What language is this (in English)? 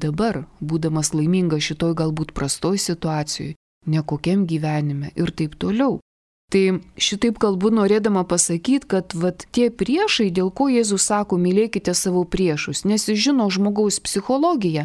Lithuanian